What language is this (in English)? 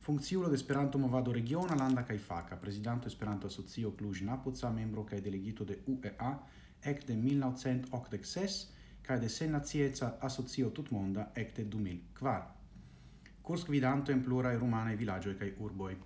Esperanto